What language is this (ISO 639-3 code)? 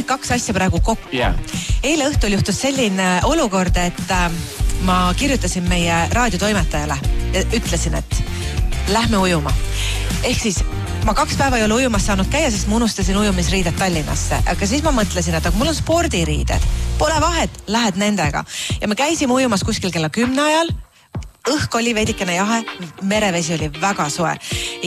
est